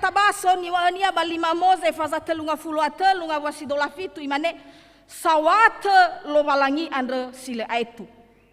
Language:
Nias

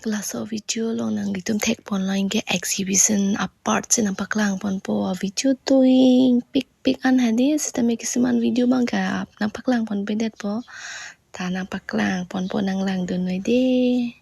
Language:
Karbi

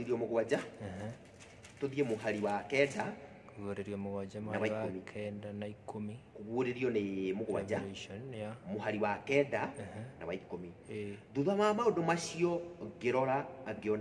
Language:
Kikuyu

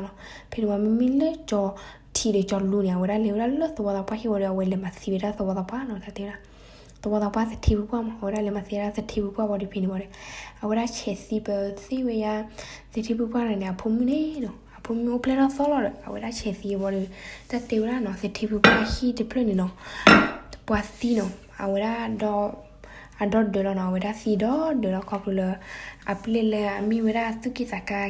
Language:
S'gaw Karen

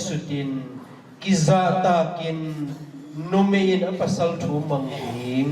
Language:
Tedim Chin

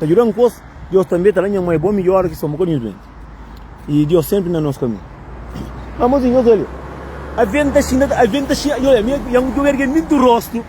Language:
Kabuverdianu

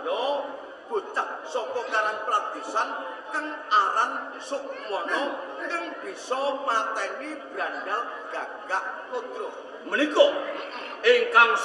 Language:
Javanese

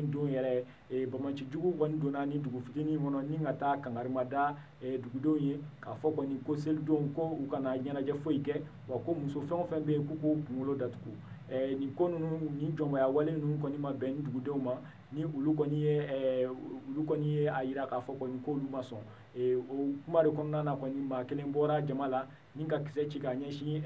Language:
Bambara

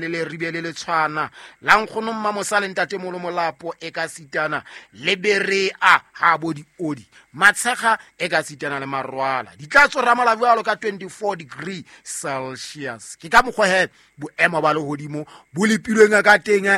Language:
Southern Sotho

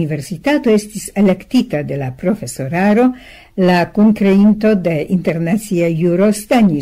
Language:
Esperanto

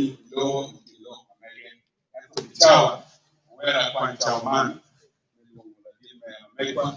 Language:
Acoli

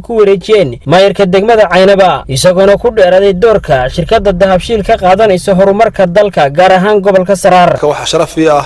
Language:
Somali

